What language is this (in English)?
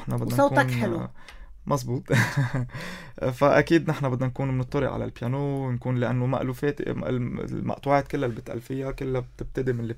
North Levantine Arabic